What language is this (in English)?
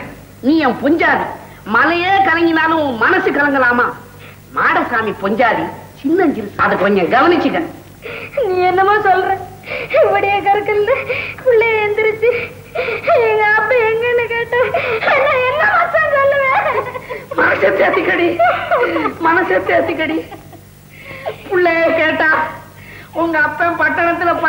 Tamil